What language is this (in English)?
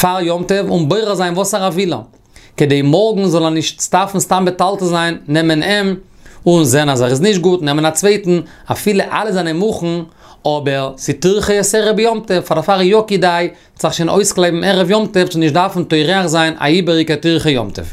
Yiddish